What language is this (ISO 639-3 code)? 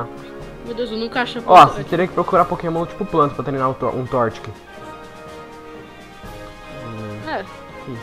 por